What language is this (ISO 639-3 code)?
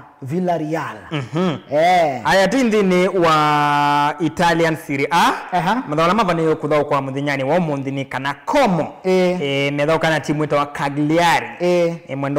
kam